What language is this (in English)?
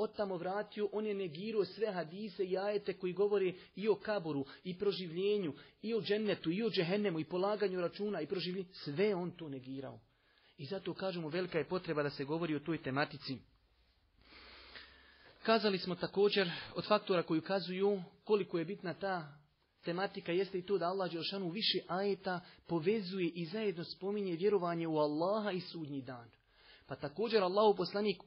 Bosnian